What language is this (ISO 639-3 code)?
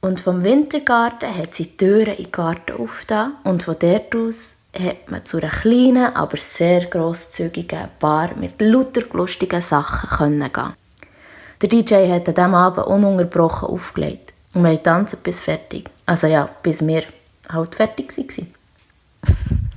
gsw